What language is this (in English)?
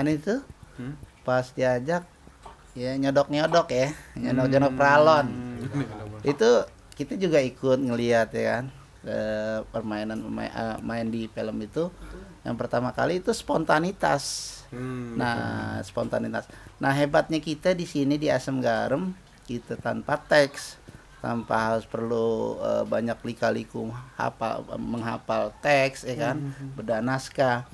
Betawi